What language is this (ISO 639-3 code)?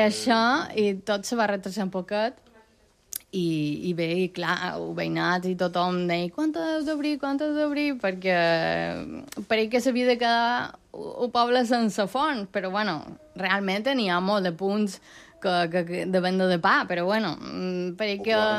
cat